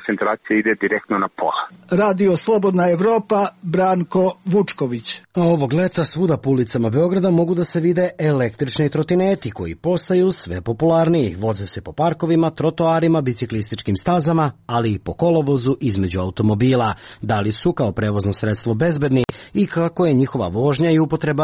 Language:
Serbian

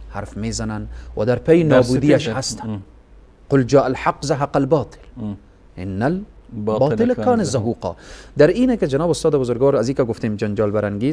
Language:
Persian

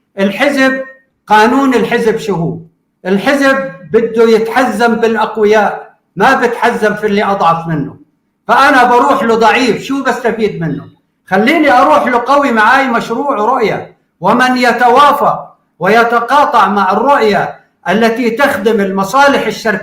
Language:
North Levantine Arabic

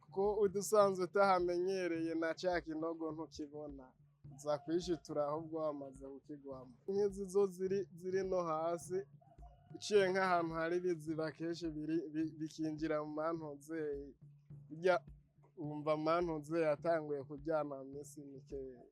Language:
Rundi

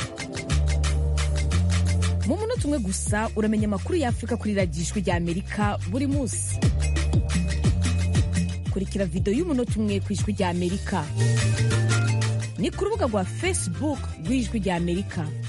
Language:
Kinyarwanda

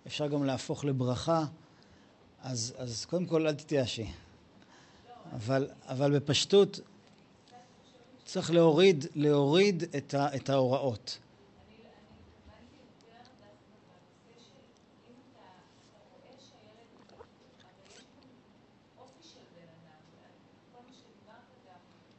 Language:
Hebrew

